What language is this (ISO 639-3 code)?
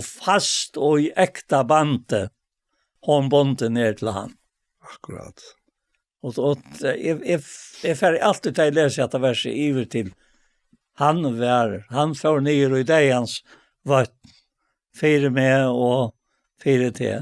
fao